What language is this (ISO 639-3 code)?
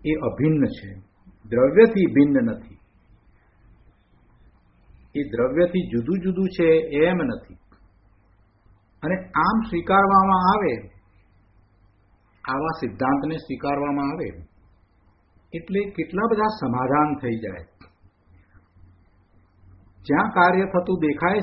guj